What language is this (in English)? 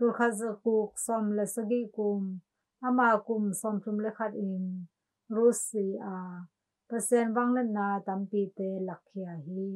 Tedim Chin